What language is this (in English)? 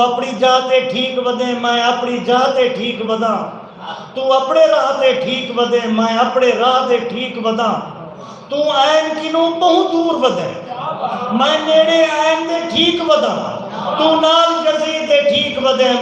Saraiki